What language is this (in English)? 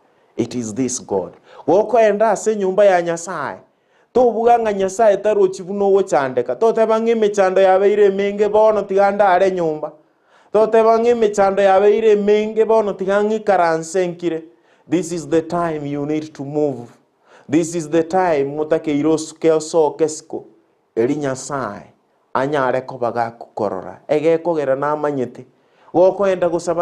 Gusii